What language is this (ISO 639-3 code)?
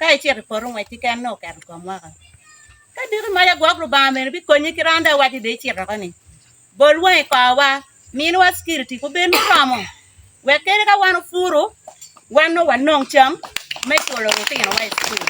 ach